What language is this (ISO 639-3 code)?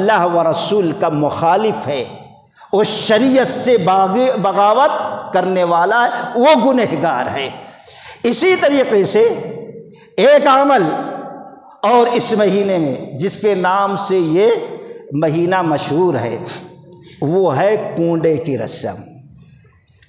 urd